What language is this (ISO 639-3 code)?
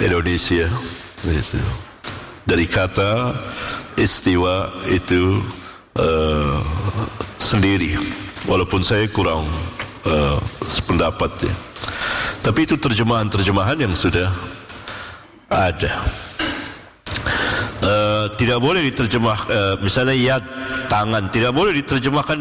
ind